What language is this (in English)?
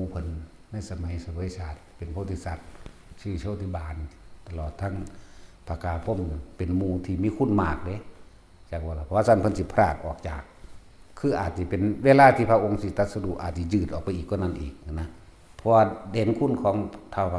Northeastern Thai